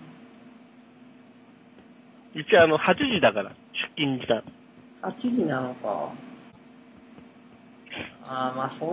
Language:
Japanese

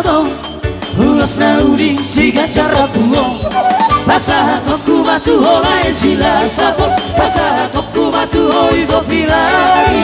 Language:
Batak Toba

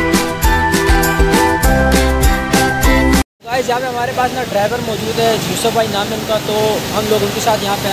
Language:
Hindi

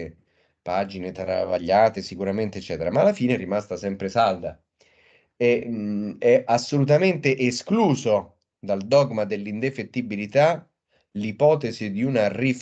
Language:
Italian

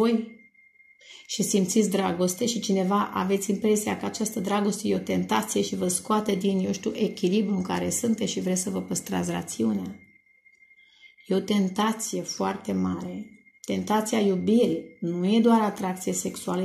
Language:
Romanian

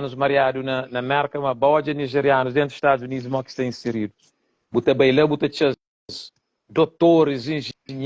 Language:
Kabuverdianu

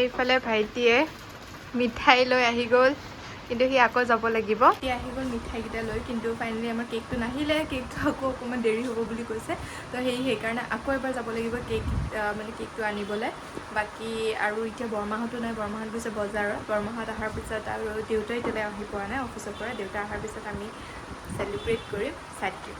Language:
Assamese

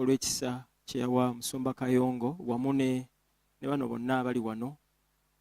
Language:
Ganda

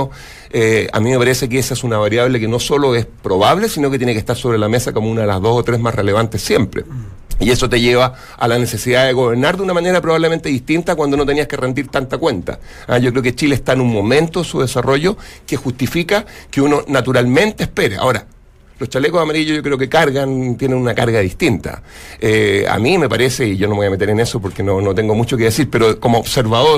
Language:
Spanish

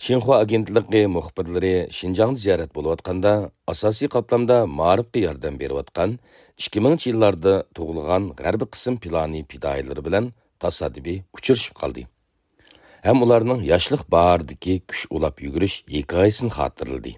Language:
Uyghur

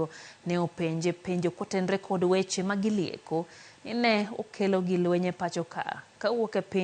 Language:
Luo (Kenya and Tanzania)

